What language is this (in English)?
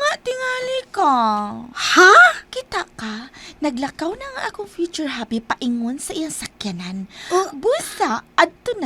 Cebuano